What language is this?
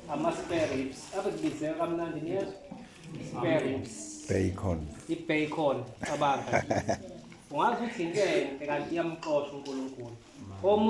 Zulu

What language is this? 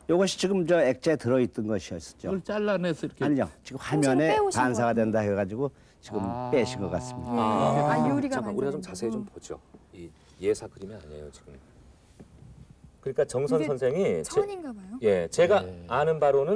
Korean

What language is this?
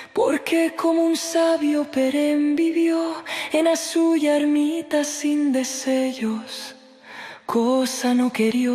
Aragonese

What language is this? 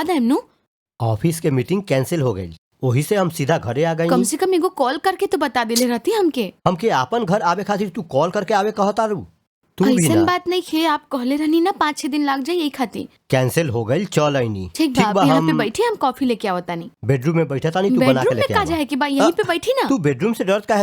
Bhojpuri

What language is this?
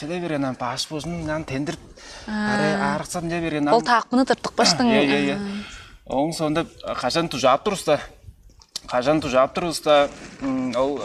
Tuvinian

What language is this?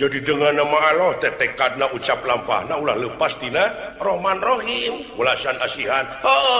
Sundanese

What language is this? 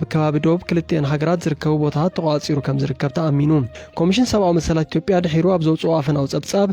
Tigrinya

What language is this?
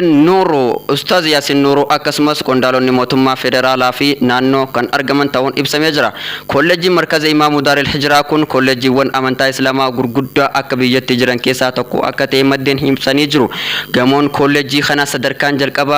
Oromo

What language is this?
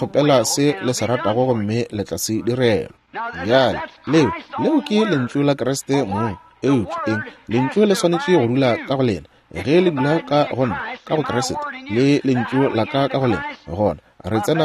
Northern Sotho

